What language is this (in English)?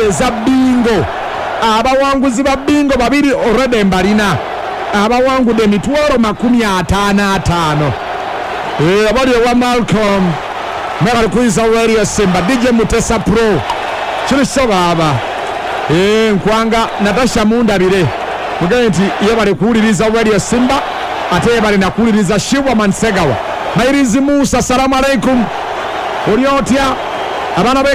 Ganda